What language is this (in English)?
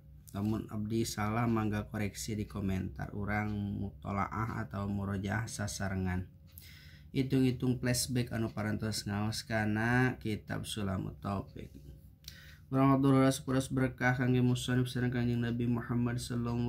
Sundanese